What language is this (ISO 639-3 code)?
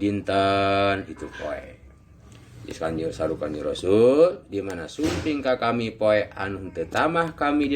sun